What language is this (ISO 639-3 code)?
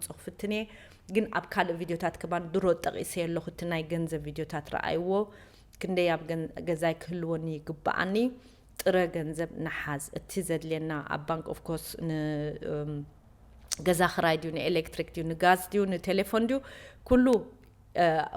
tir